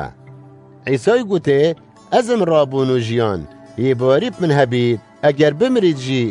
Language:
Kurdish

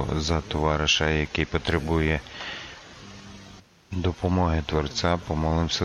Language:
Ukrainian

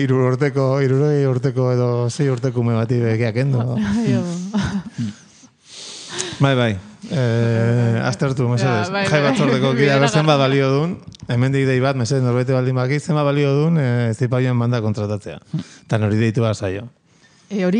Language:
Basque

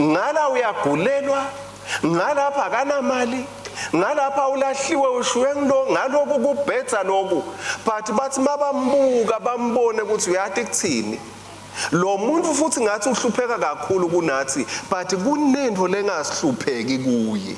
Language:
Swati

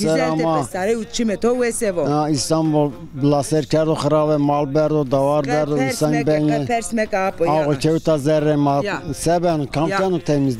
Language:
Zaza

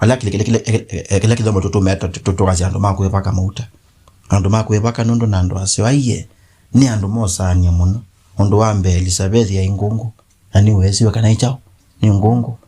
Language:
Kamba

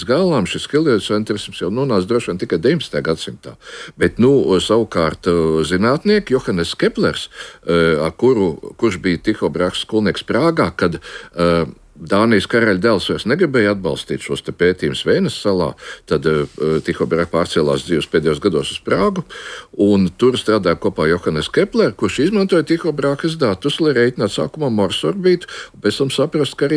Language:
Latvian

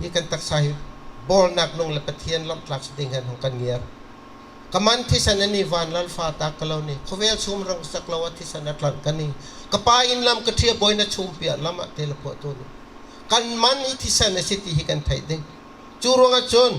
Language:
Bawm Chin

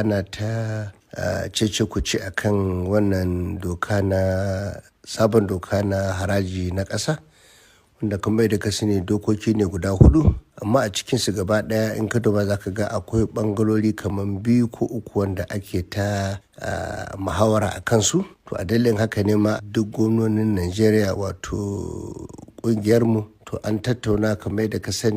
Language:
Hausa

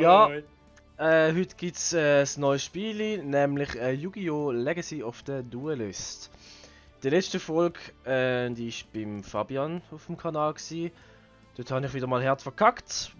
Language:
Swiss German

